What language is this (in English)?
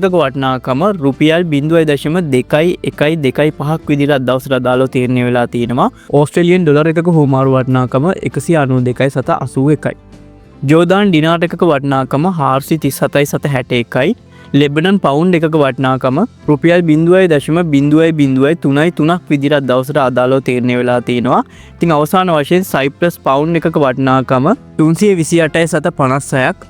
Sinhala